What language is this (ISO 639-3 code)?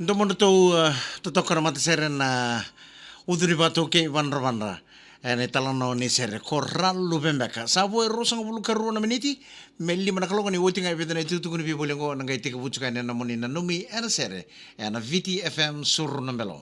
fij